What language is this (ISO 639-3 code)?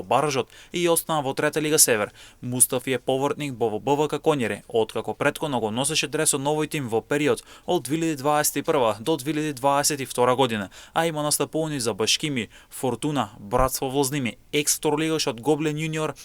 mkd